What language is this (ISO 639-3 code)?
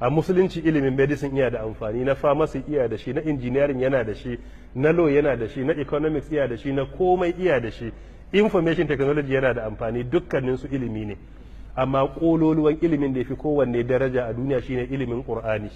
hau